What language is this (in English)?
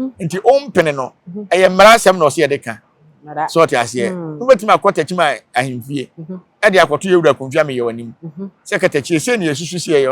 Akan